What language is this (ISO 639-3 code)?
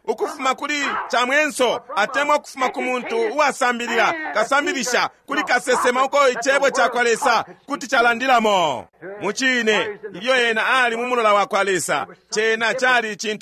bem